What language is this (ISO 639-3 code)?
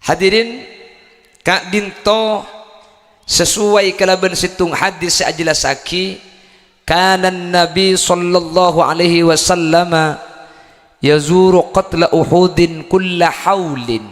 mad